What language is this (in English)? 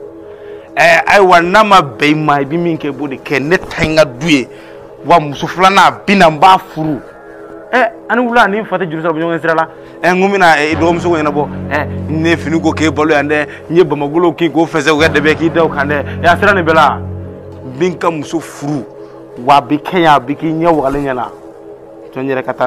Bambara